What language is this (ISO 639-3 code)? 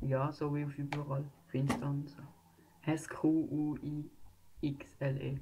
gsw